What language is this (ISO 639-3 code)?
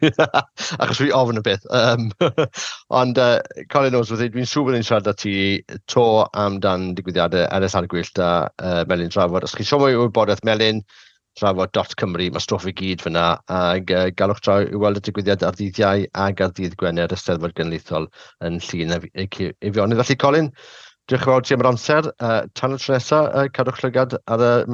cym